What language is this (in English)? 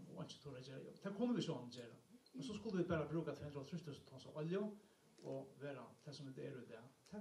Faroese